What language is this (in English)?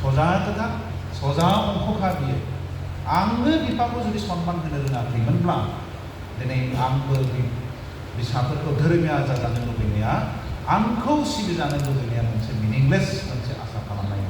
Bodo